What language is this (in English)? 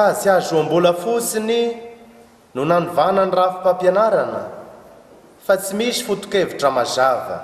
Malagasy